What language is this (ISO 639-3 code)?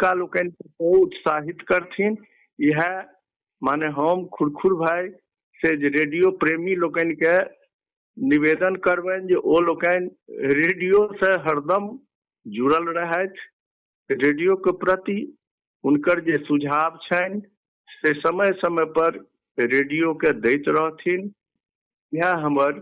mai